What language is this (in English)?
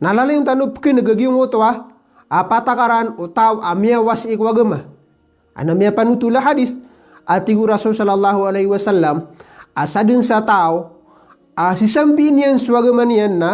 Maranao